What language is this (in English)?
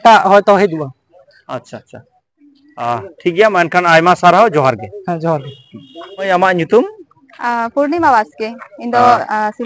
Santali